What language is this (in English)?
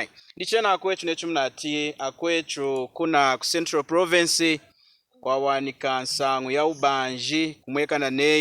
Lunda